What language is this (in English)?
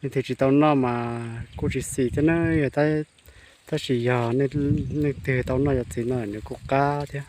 Hmong